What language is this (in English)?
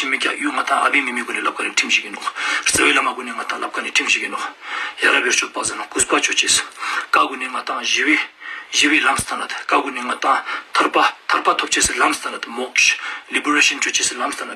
Ladakhi